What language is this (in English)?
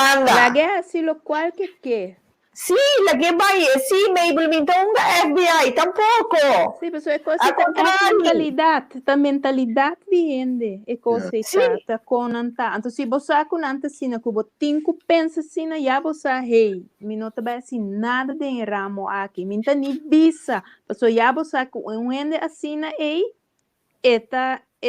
Papiamento